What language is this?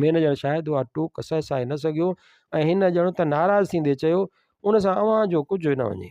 Sindhi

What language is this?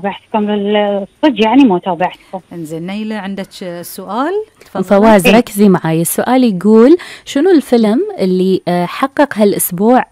Gulf Arabic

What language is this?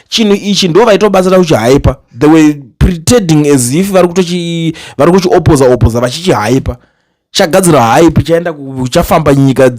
Shona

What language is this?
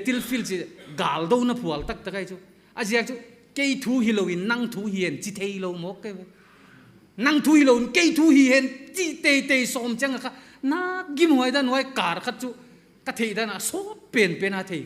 Paite Chin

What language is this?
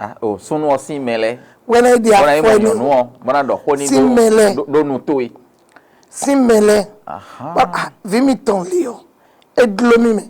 Fon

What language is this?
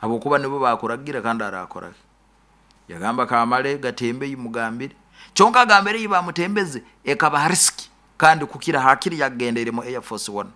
Nyoro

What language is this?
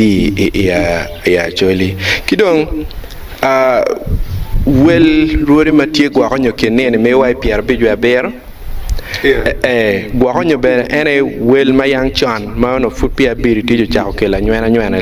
Acoli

